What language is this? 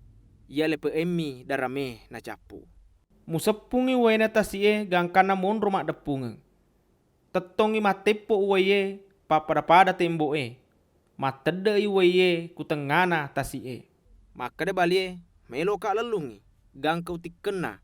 Buginese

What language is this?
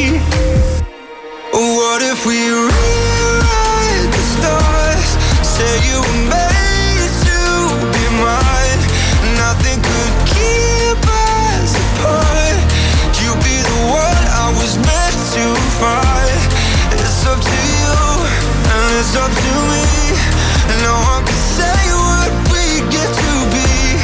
English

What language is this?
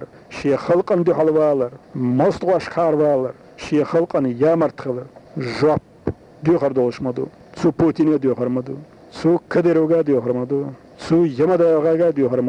Chechen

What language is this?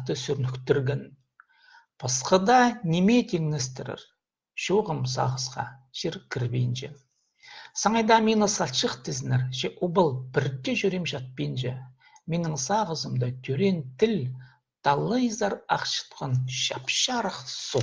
Khakas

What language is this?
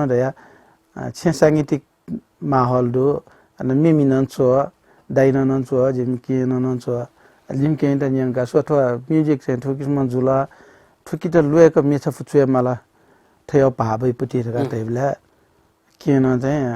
Newari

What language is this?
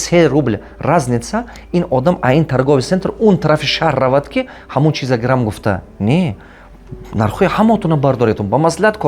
Tajik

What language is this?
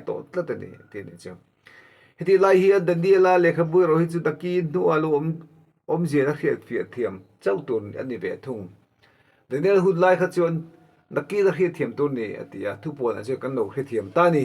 Mizo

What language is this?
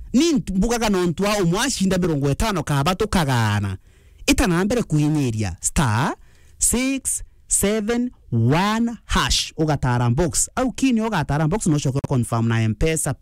Meru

